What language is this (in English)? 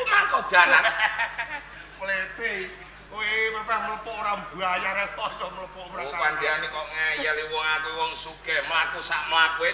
Javanese